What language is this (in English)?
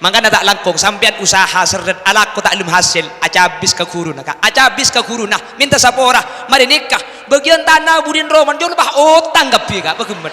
Madurese